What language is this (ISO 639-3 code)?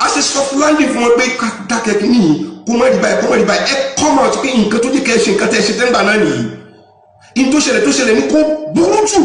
yor